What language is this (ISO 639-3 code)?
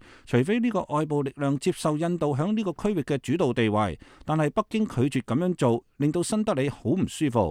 yue